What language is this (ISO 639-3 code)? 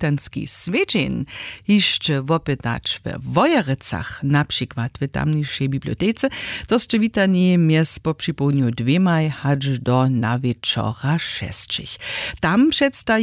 hsb